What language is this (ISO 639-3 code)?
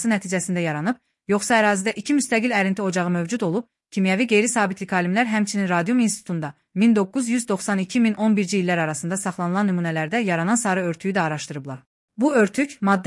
aze